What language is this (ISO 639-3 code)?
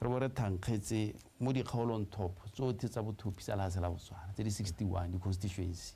tsn